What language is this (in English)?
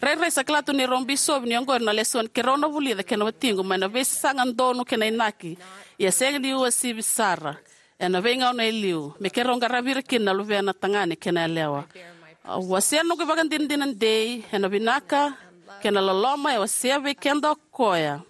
Fijian